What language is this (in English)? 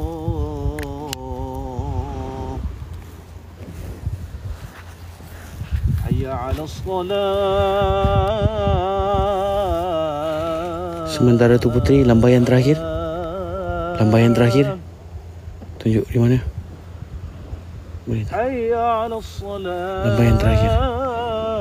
Malay